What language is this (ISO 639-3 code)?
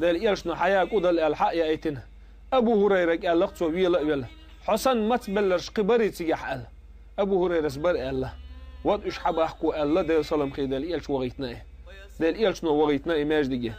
che